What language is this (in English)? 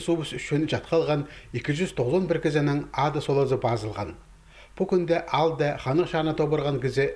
Khakas